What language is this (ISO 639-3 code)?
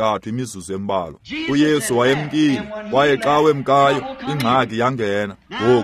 xho